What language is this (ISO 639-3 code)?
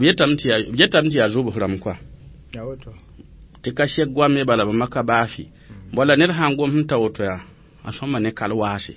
mos